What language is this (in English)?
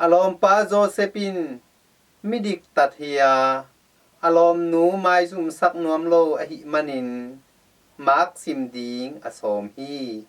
Tedim Chin